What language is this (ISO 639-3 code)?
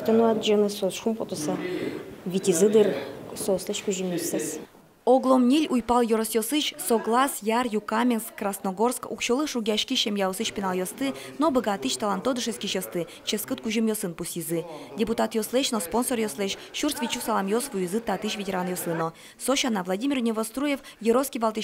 udm